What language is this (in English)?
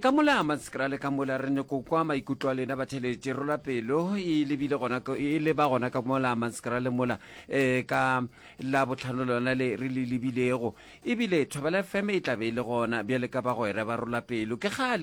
Northern Sotho